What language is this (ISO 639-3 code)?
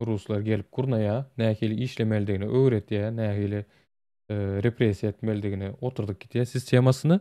tuk